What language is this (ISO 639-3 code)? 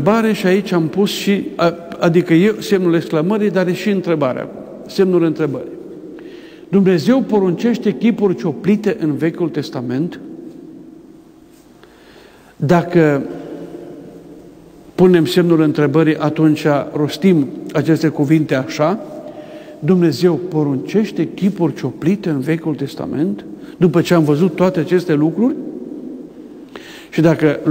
ron